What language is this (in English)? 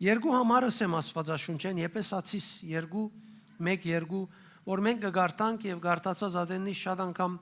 Western Armenian